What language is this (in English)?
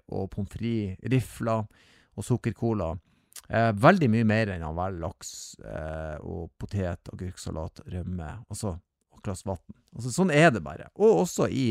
Norwegian